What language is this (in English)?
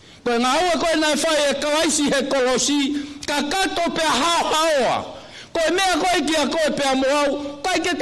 Tongan